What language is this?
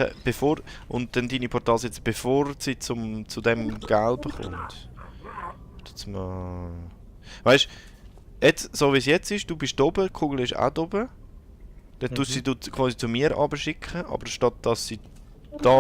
Swiss German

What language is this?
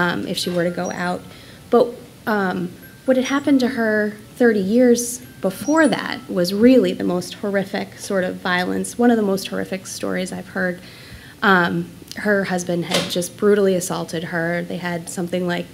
English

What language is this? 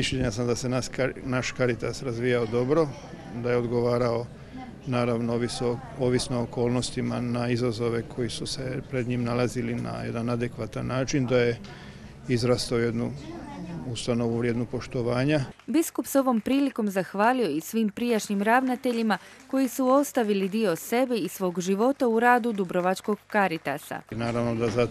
Croatian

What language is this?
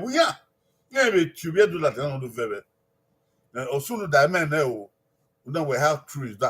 Bini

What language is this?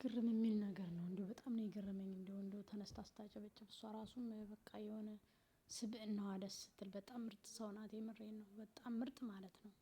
Amharic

